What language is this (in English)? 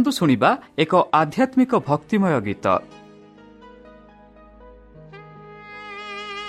Odia